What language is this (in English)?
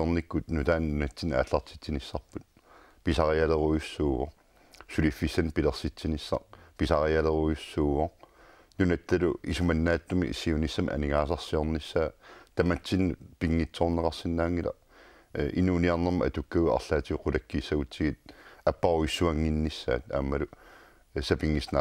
Kalaallisut